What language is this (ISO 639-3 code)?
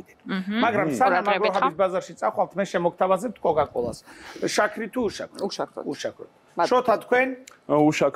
kat